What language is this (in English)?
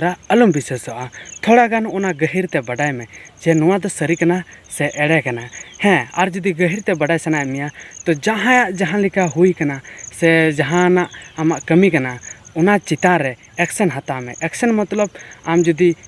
Santali